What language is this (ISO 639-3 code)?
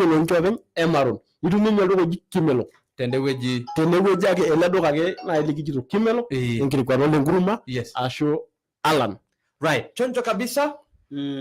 mas